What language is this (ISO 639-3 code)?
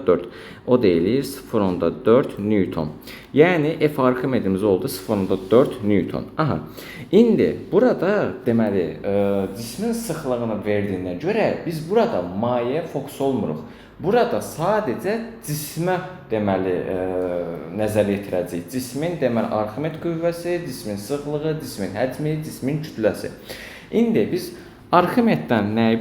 aze